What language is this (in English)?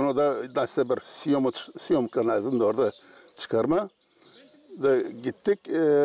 Gagauz